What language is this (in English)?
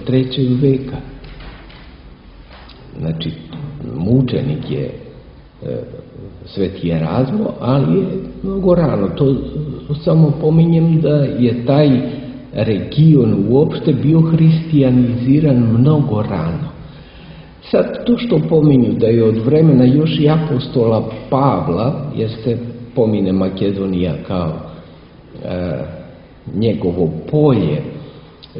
Serbian